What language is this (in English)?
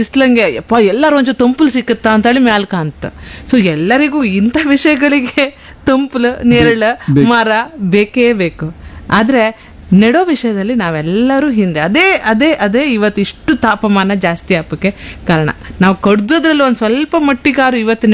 Kannada